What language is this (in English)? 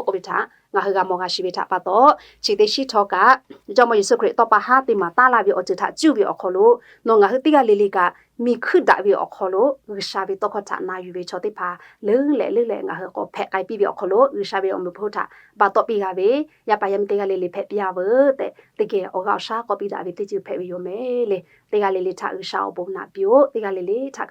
Lahu